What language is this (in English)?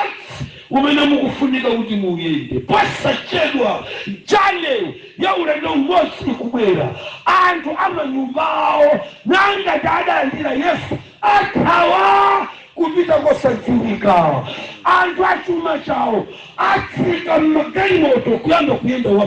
Nyanja